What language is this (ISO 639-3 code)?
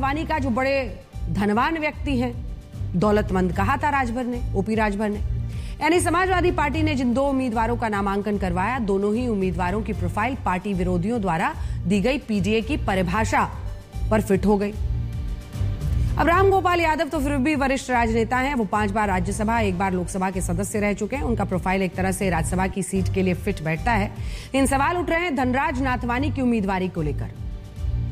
hin